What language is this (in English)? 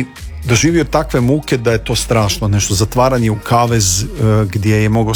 Croatian